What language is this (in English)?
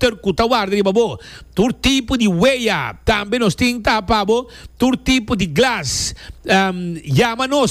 Papiamento